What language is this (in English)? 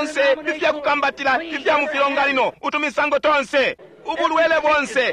Bemba